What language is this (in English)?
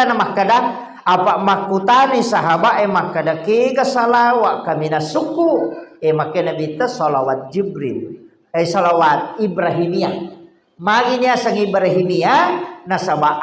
Buginese